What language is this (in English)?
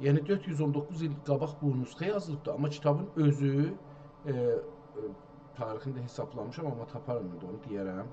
South Azerbaijani